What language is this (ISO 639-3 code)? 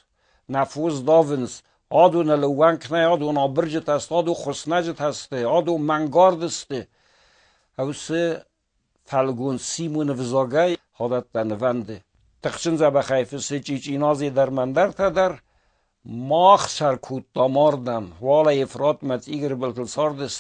oss